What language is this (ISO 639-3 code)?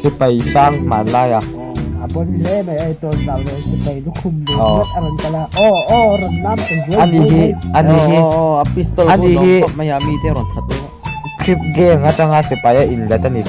lus